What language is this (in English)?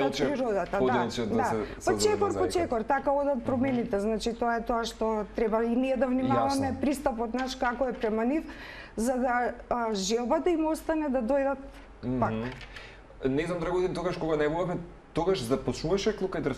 Macedonian